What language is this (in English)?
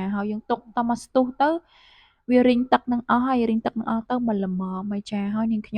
Khmer